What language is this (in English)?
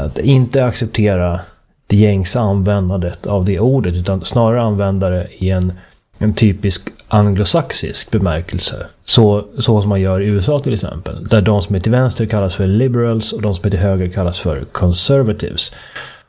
Swedish